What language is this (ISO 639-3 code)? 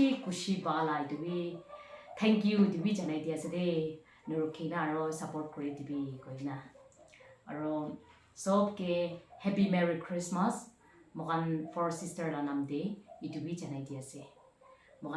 nph